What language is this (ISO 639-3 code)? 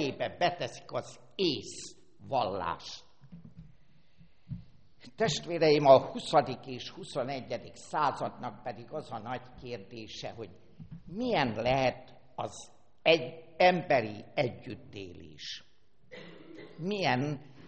hun